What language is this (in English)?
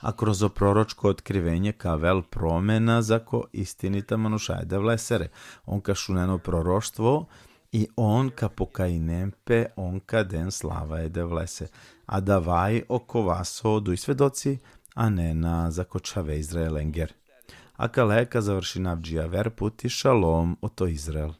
Balkan Romani